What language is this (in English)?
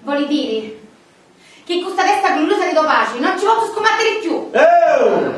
Sicilian